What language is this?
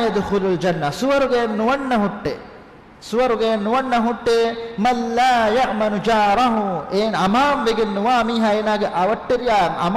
Divehi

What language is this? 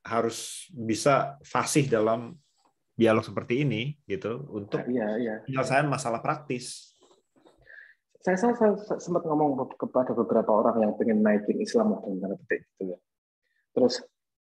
Indonesian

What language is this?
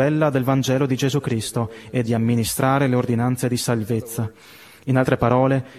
Italian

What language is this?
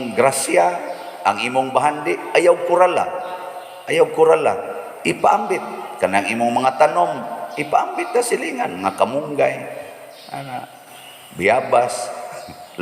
Cebuano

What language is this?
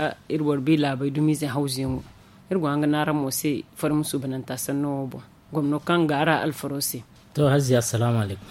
Zarma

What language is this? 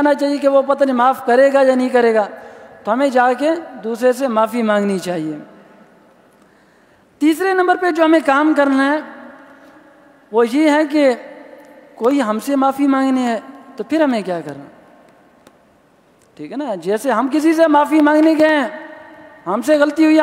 Urdu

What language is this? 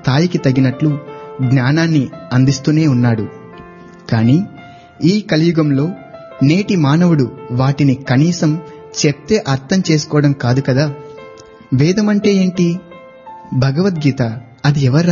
Telugu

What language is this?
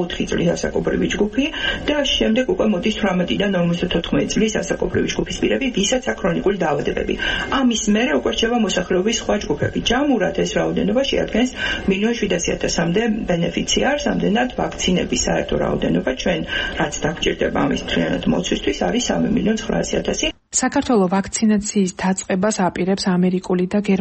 Georgian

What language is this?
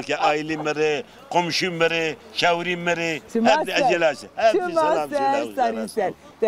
Zaza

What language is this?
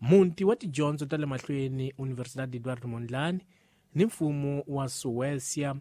Tsonga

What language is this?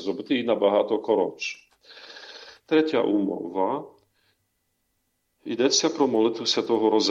Ukrainian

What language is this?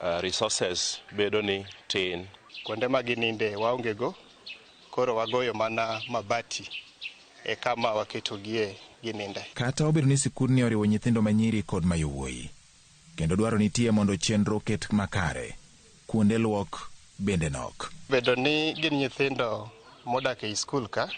Luo (Kenya and Tanzania)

